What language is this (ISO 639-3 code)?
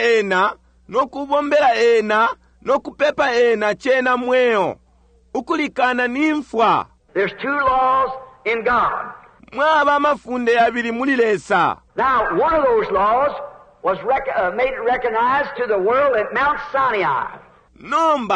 bem